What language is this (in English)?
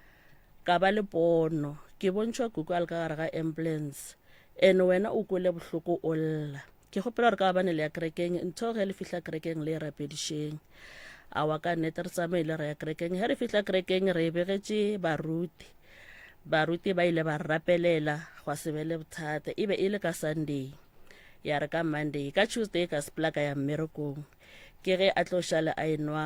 Northern Sotho